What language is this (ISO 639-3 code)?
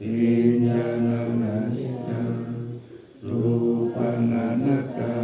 pli